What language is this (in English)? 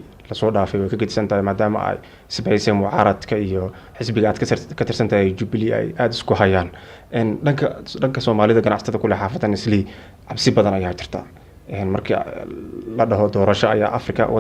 Somali